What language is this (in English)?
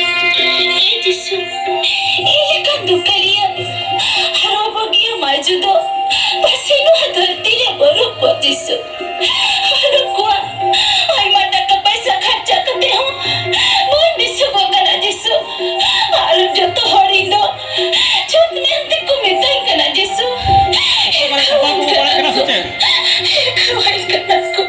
Santali